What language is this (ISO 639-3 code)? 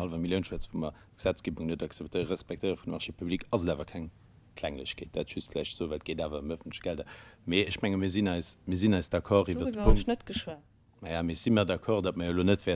ltz